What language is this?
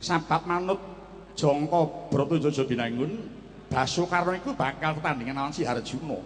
Javanese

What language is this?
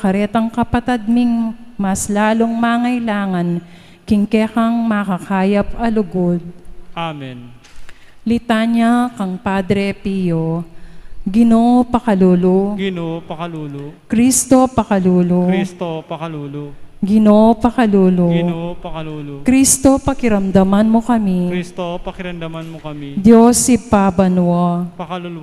Pampanga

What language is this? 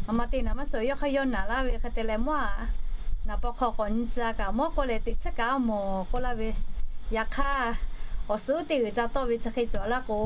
Lahu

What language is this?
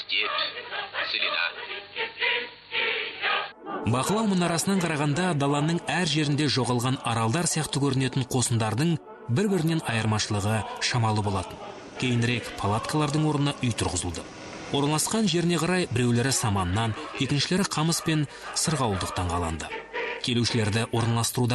Kazakh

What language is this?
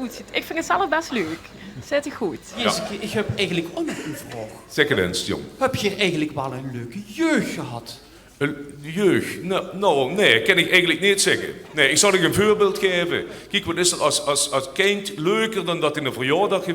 Limburgish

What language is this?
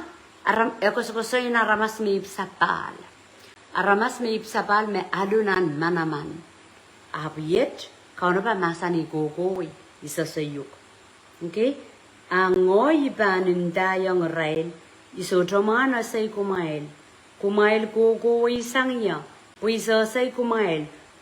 Pohnpeian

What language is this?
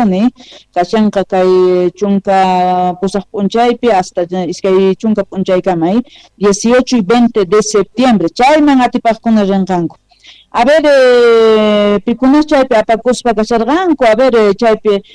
Quechua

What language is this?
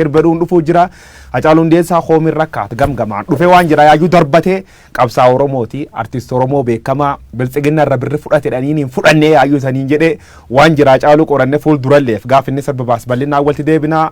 Oromo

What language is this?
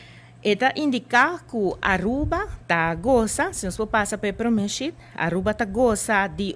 Papiamento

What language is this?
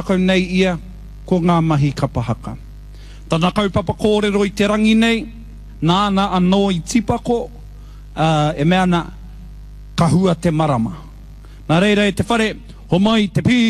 Māori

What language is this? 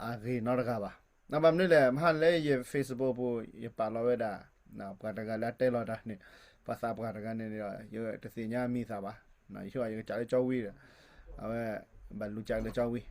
S'gaw Karen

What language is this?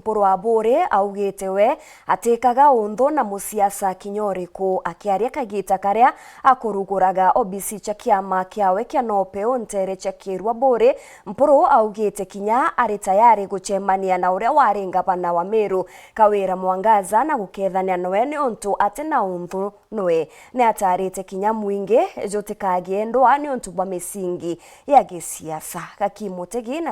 Meru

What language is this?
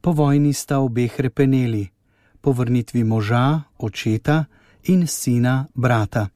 Slovenian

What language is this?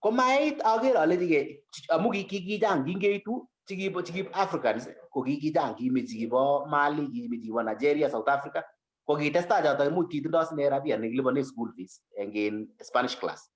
Kalenjin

